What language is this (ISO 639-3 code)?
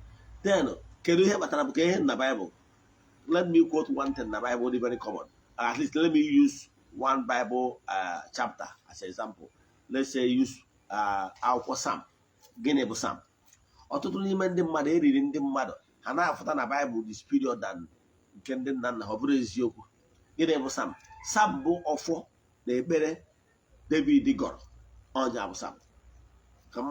ibo